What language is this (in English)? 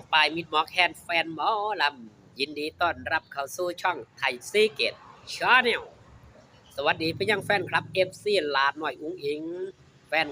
Northeastern Thai